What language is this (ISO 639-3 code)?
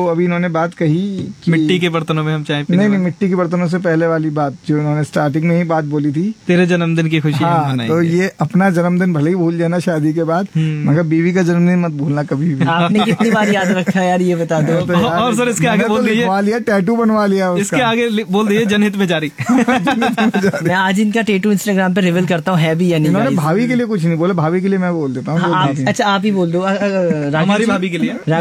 hin